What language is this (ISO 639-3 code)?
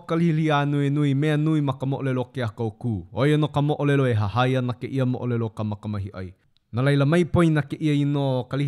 haw